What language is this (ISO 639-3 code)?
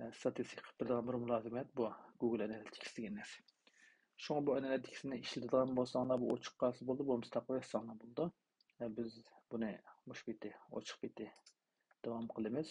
uig